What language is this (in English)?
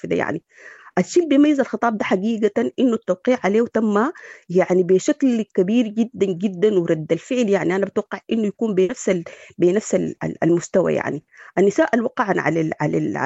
Sudanese Arabic